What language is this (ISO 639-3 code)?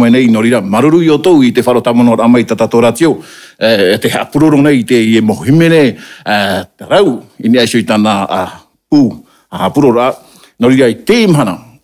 tah